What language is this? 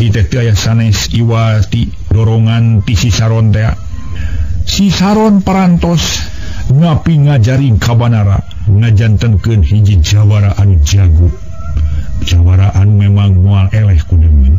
Sundanese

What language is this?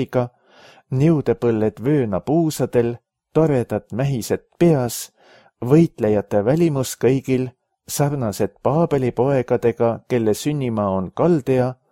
Estonian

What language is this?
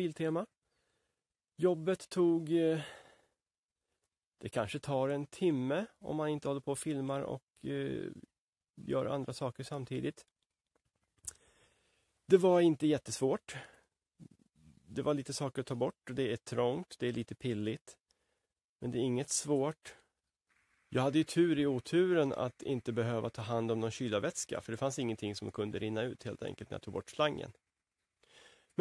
Swedish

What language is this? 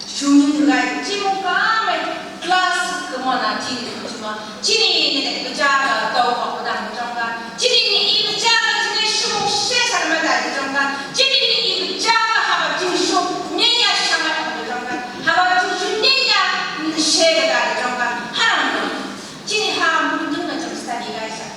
Phom Naga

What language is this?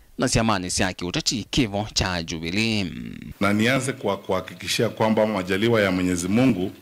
Kamba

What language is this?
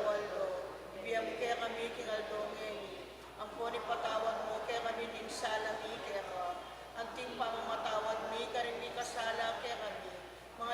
Pampanga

